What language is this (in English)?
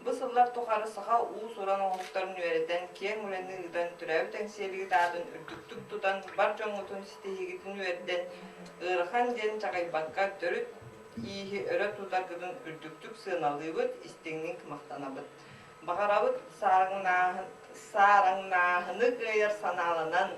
Yakut